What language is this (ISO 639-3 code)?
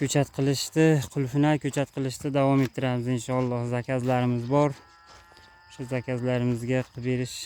uzb